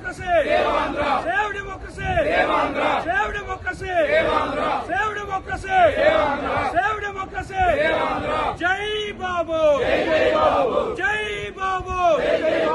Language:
Telugu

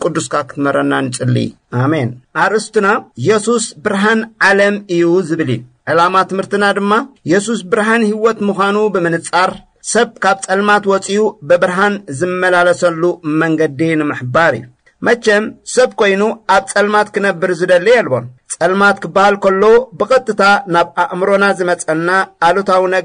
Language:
Tigrinya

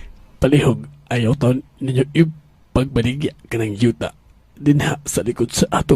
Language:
Cebuano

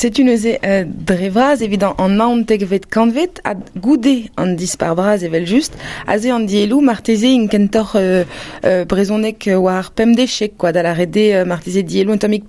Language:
Breton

